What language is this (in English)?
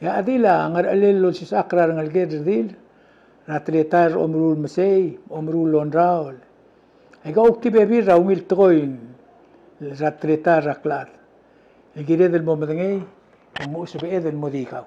Palauan